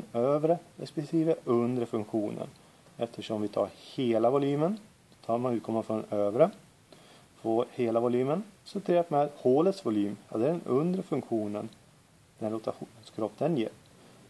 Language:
Swedish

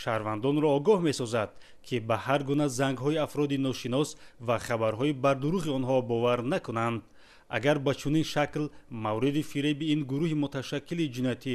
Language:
Tajik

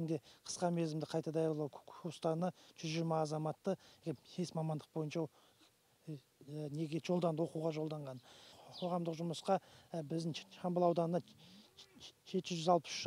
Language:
Kazakh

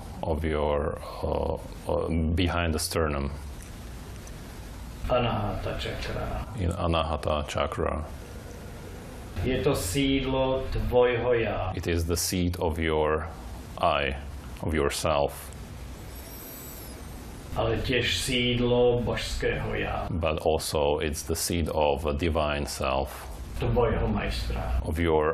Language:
Slovak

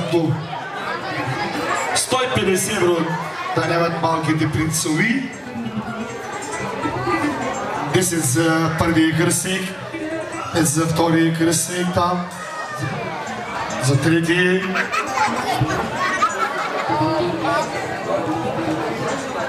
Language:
Bulgarian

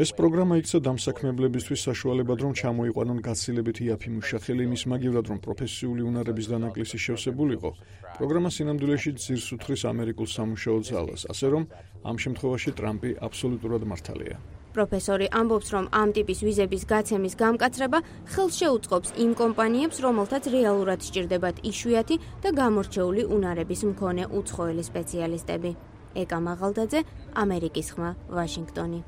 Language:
Georgian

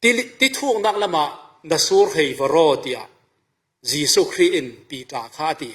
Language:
Falam Chin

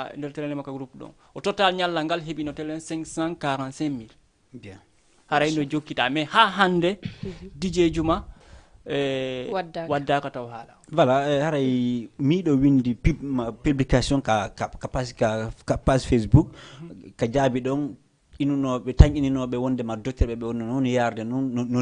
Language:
Fula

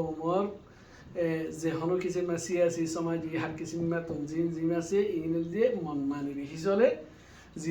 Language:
Rohingya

